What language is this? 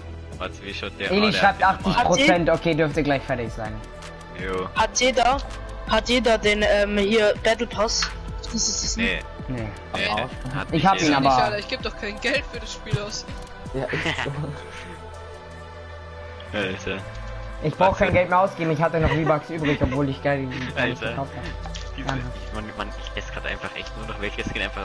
German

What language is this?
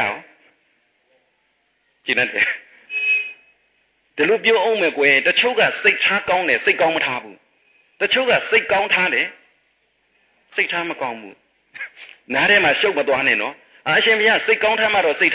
Burmese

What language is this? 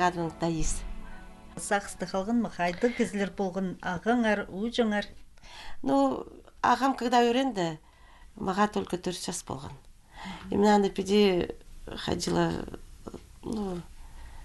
Khakas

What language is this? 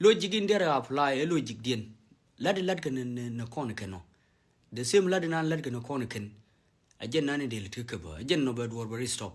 Nuer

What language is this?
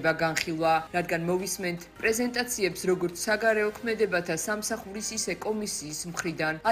Georgian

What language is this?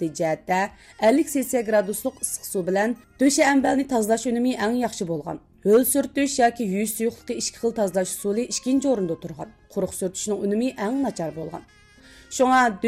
Uyghur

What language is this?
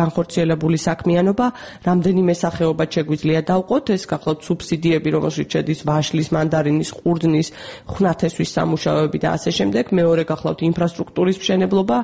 Georgian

